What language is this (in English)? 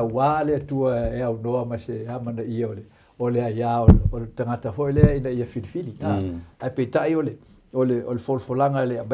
Samoan